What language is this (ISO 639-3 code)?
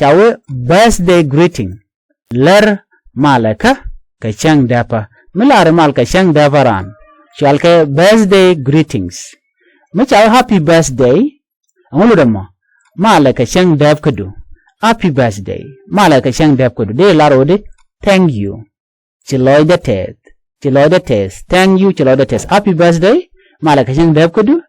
nus